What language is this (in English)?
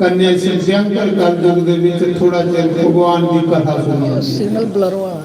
Dogri